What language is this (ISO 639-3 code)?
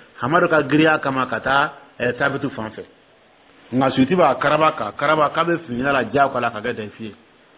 dyu